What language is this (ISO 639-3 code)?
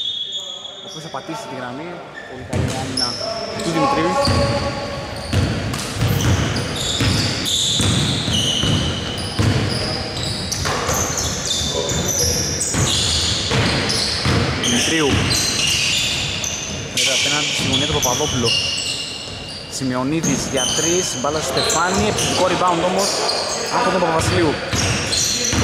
ell